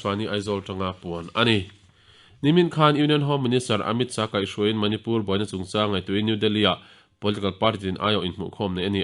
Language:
Mizo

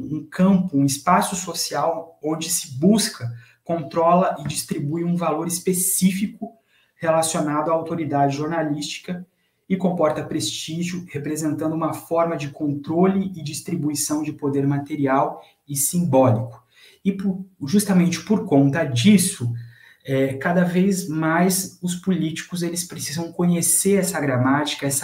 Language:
Portuguese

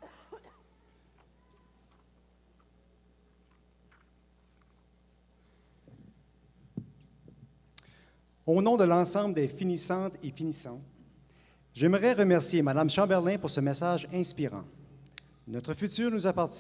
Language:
French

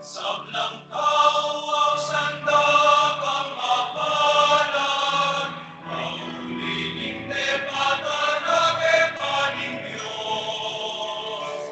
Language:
Pampanga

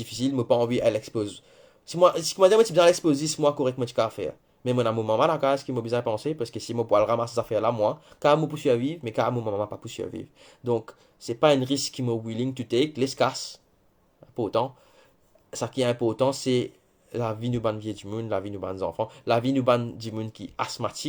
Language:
Morisyen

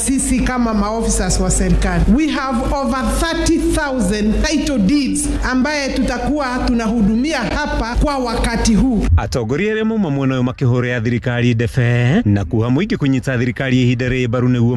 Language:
Kikuyu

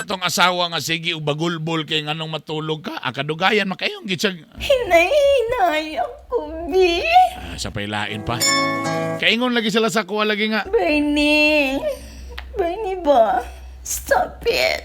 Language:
Cebuano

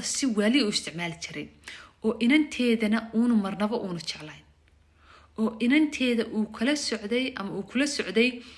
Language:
Somali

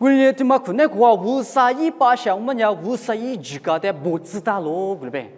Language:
Lisu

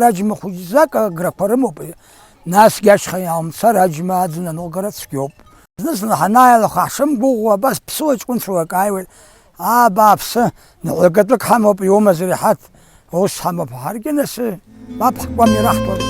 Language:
Abkhazian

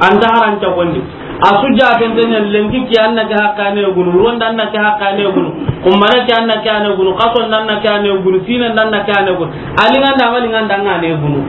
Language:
Soninke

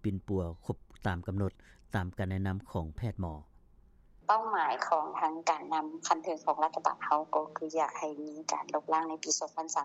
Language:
Lao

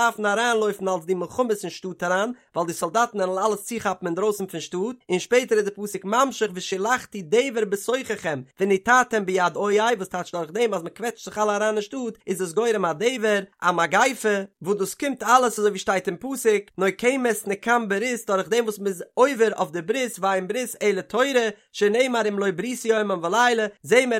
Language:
Yiddish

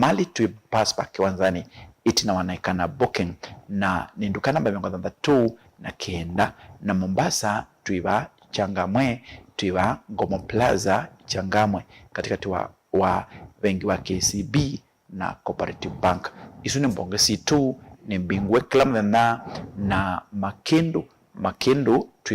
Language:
Kamba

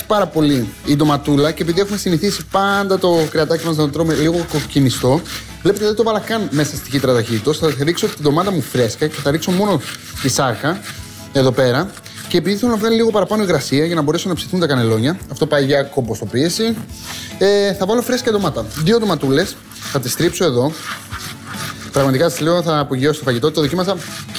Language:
Greek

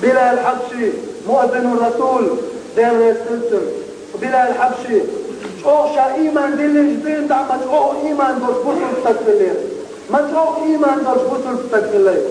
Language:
Chechen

